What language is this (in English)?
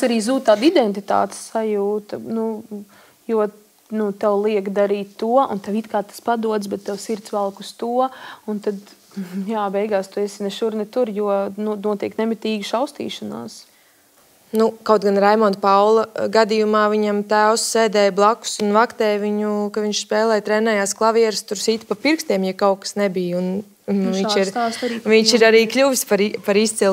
Latvian